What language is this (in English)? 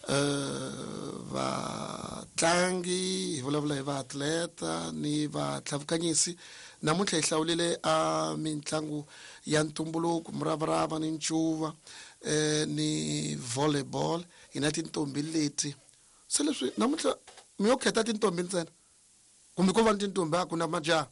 Tsonga